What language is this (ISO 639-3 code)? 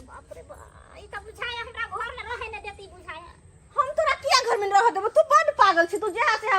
mai